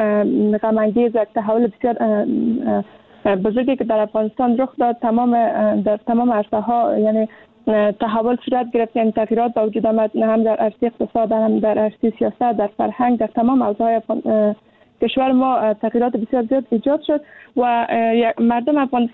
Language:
Persian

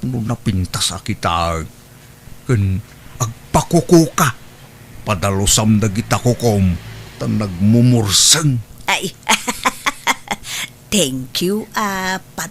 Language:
Iloko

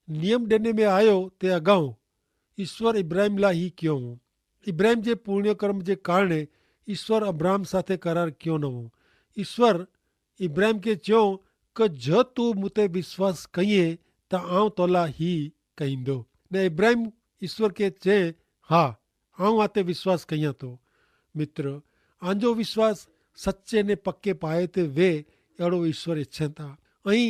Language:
Kachhi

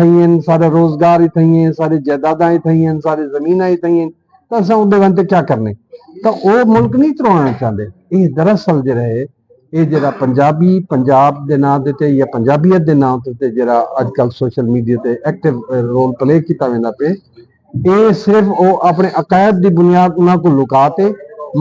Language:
Saraiki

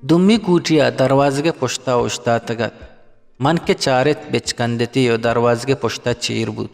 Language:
Eastern Balochi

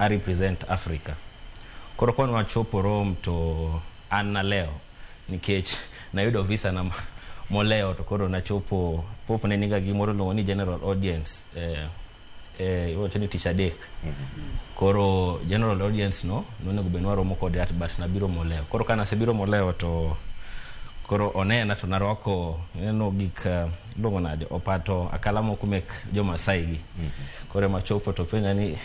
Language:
Luo (Kenya and Tanzania)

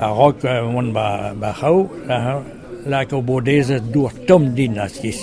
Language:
Breton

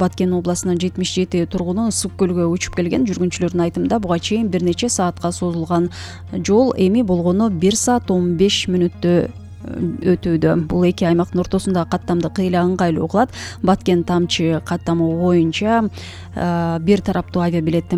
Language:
Kyrgyz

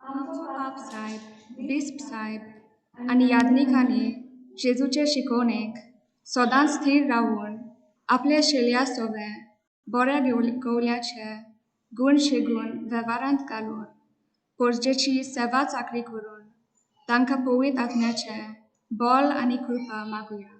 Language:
Konkani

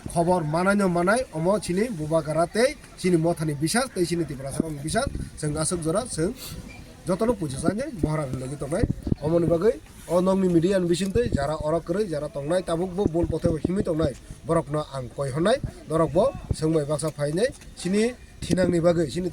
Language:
Kok Borok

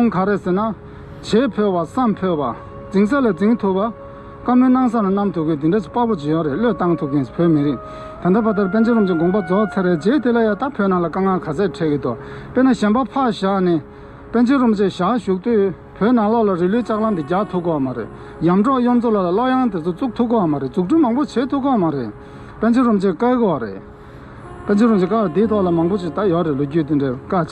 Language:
Tibetan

